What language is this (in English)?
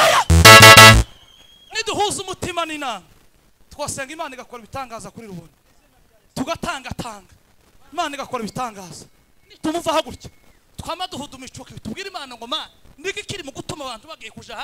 Kinyarwanda